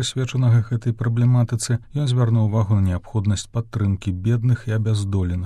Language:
Belarusian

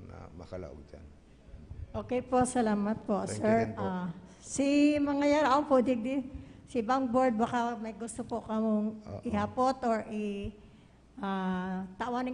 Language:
Bikol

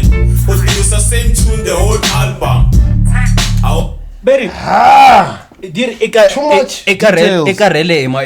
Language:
Tsonga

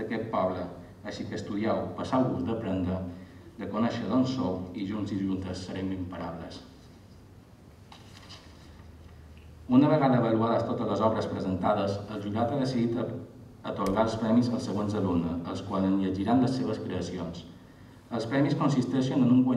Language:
Catalan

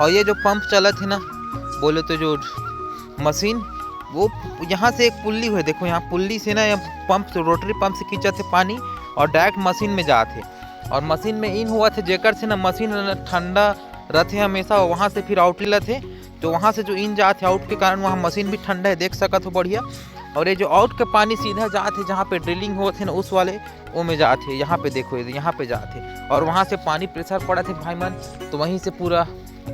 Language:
Chhattisgarhi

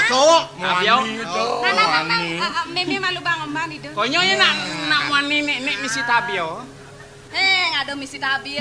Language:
Balinese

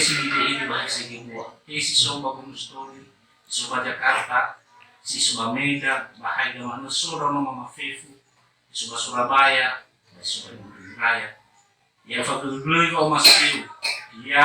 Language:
Nias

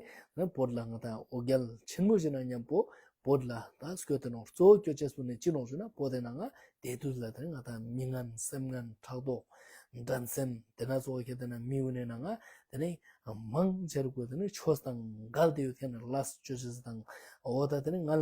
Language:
Ladakhi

